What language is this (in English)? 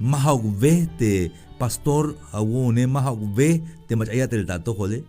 Tzeltal